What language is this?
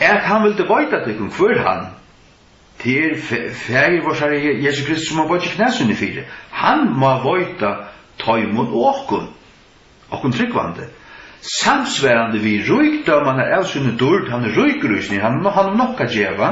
Faroese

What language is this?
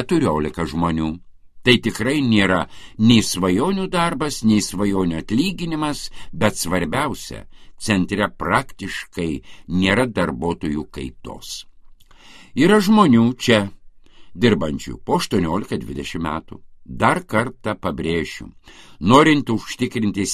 Lithuanian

